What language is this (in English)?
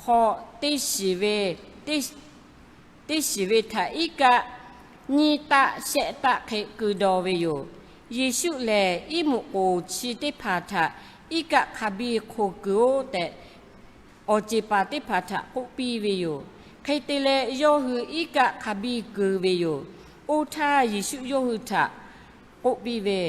Lahu